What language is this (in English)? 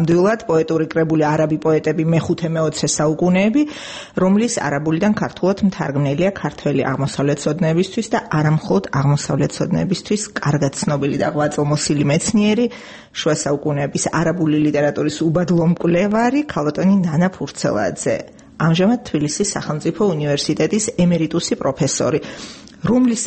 Georgian